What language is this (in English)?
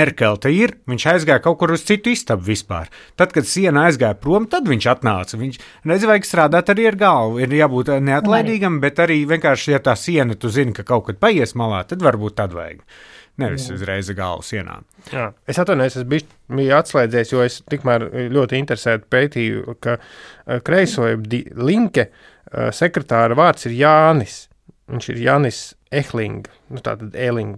Latvian